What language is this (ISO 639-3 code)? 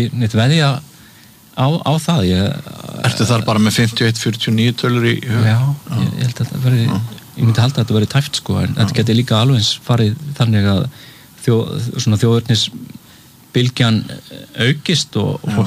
isl